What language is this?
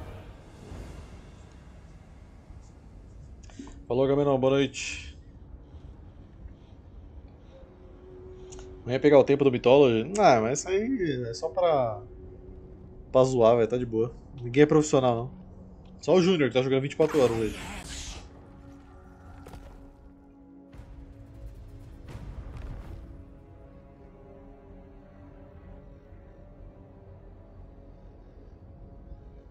Portuguese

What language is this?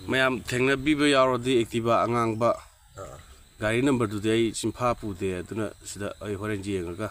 Manipuri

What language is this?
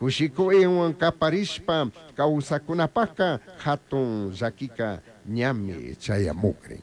Chimborazo Highland Quichua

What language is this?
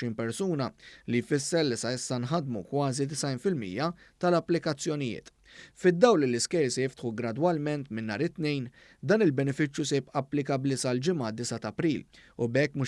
Maltese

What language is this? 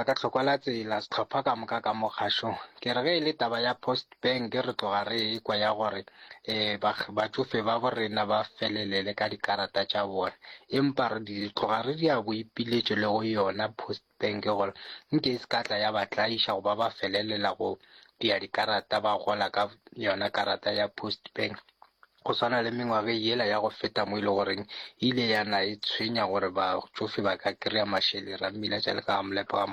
Northern Sotho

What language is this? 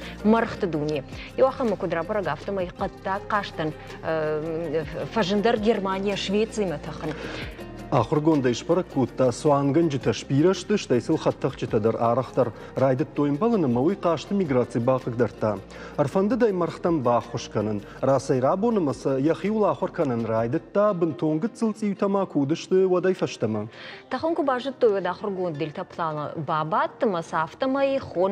Ossetic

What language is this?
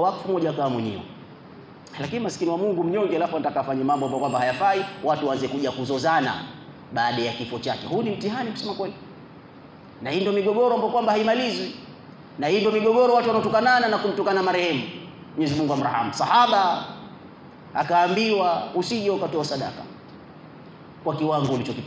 Swahili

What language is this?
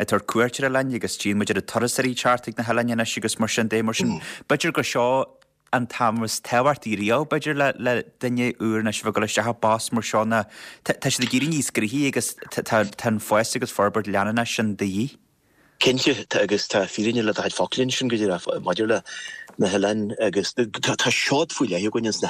Irish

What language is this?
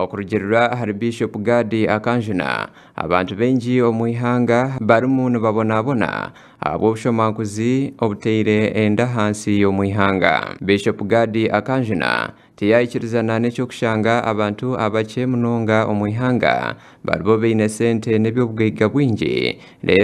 Nyankole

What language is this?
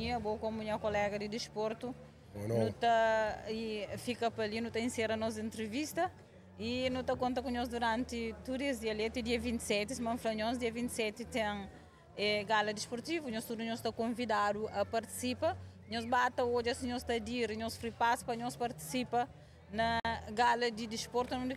Kabuverdianu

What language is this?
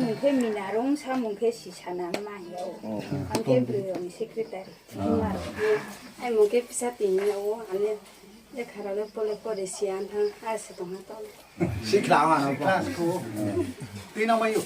Riang (India)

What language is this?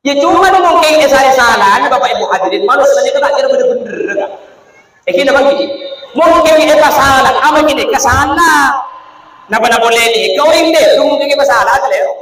Madurese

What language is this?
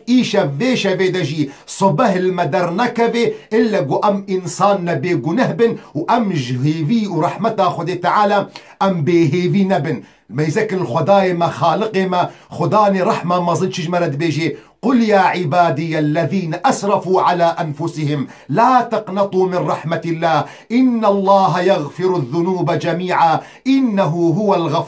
Kurdish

